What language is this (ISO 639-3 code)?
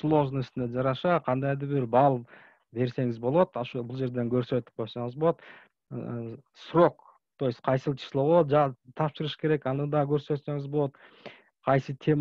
kir